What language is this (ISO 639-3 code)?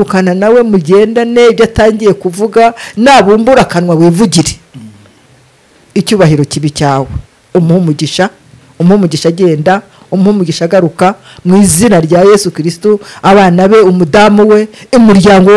kin